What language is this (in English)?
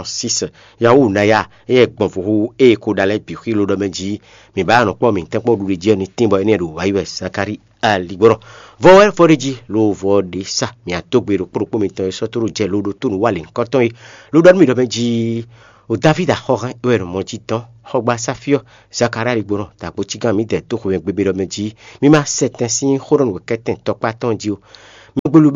Fon